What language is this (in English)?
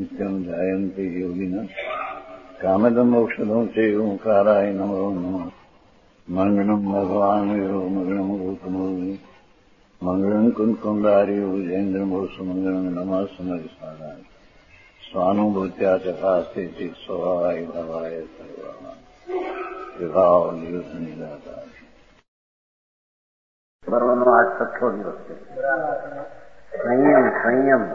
Gujarati